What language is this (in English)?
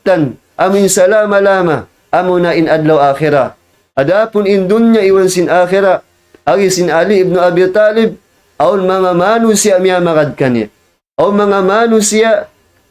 Tausug